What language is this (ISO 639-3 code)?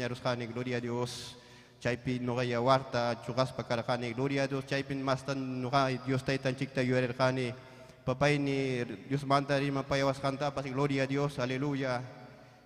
quy